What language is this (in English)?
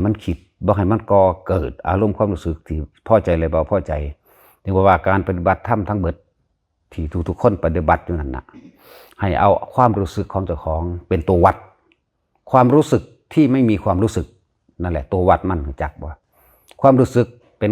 Lao